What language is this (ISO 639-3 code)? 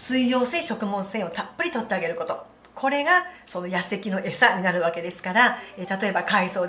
jpn